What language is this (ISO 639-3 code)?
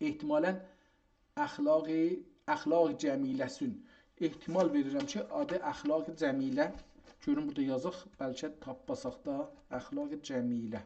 azb